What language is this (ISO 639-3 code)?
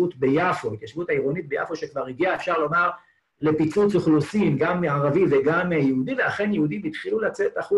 heb